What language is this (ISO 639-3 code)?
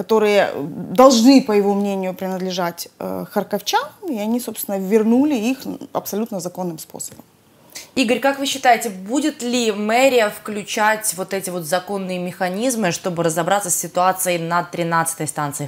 rus